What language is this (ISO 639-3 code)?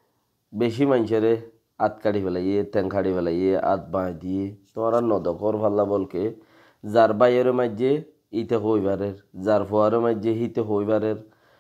rhg